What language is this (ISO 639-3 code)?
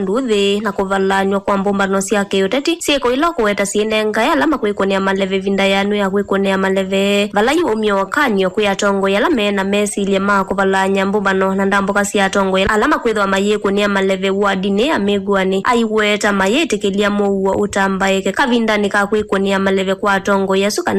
kam